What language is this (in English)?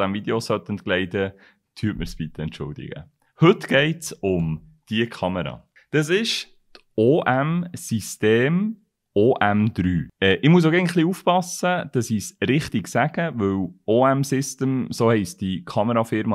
Swiss German